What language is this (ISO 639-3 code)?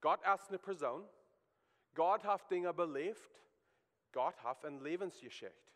pdt